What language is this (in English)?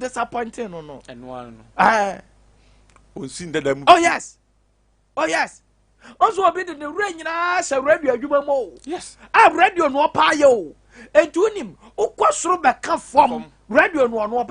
Akan